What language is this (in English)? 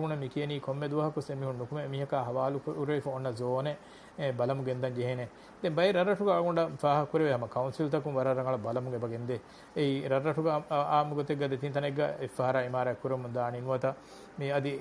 Divehi